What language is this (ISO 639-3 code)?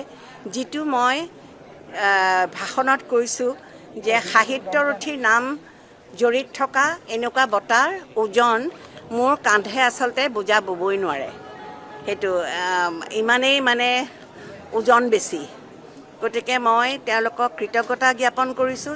asm